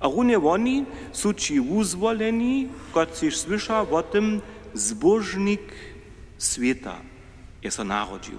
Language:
Upper Sorbian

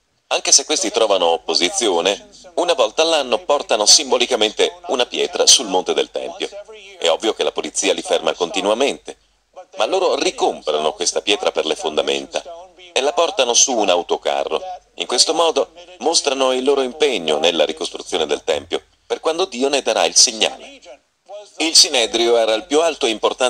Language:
Italian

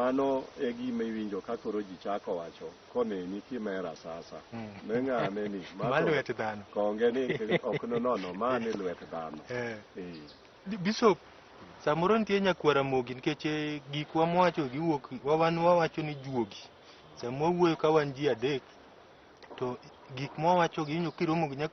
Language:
Luo (Kenya and Tanzania)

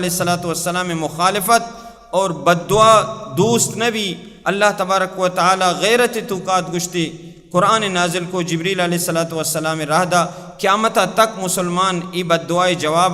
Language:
Baluchi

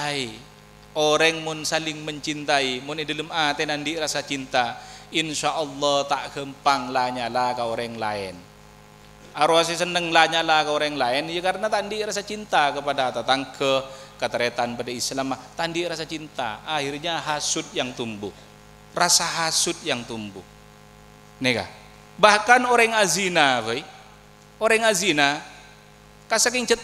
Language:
Madurese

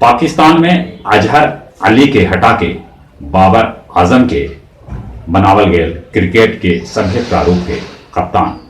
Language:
Magahi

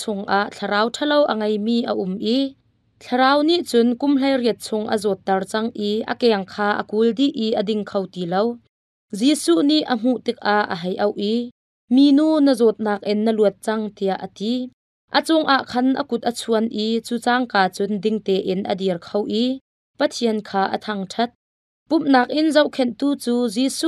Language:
Hakha Chin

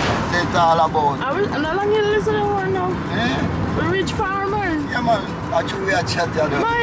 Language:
Jamaican Creole English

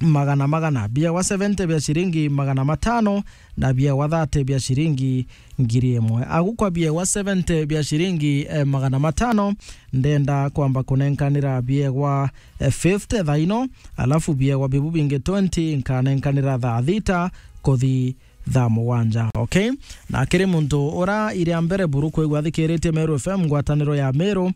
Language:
Meru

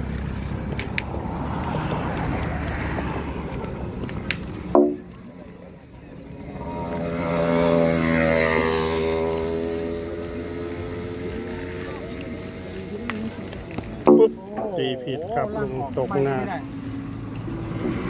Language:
Thai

